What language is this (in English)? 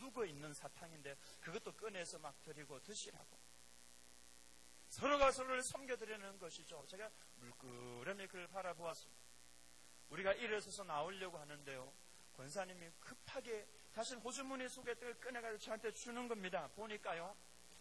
Korean